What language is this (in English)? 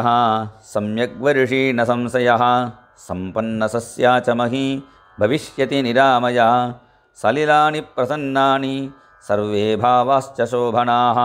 Sanskrit